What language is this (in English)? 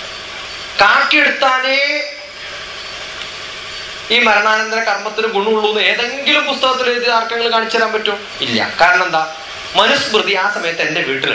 Malayalam